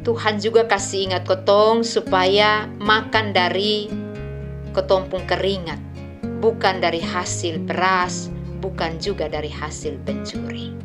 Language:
Kupang Malay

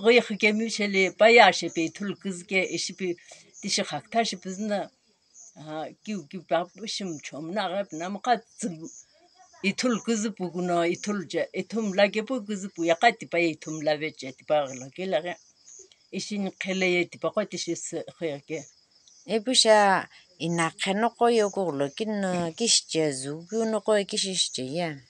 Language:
Sumi Naga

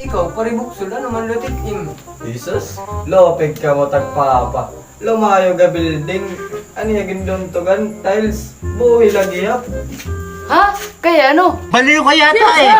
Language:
Waray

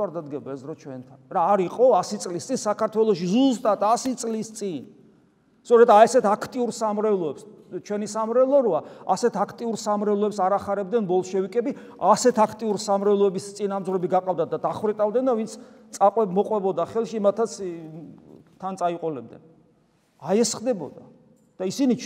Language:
Georgian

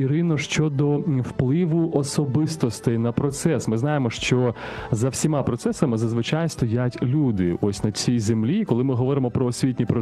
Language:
Ukrainian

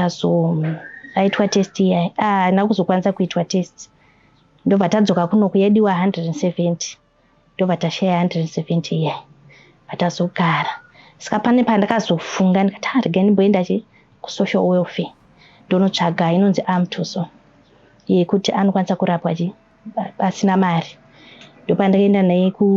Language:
Shona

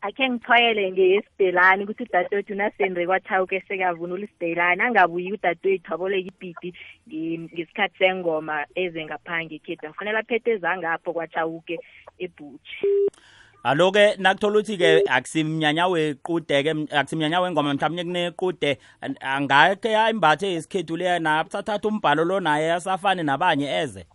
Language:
South Ndebele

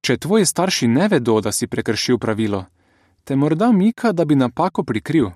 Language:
Slovenian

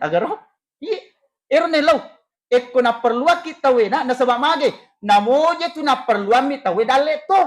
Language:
Buginese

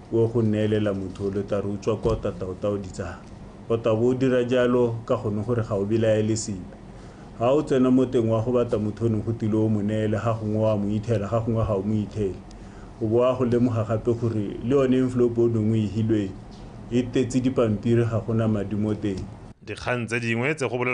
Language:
Tswana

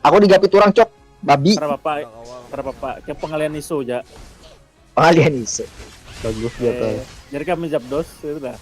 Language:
Banjar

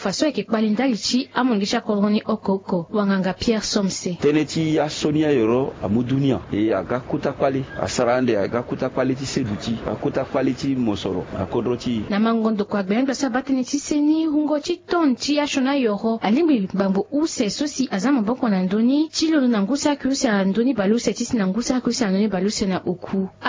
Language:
Sango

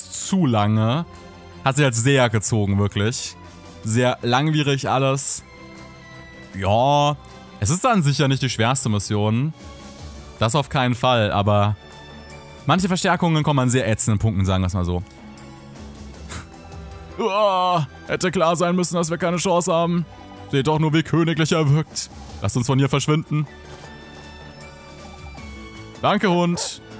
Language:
German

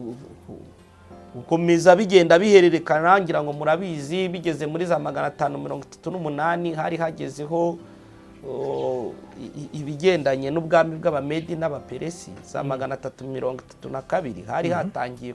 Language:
Kinyarwanda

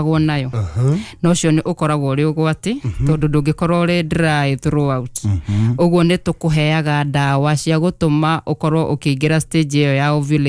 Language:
Kikuyu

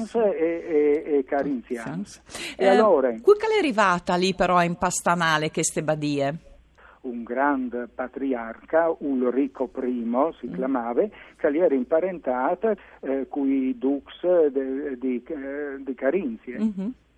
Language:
Friulian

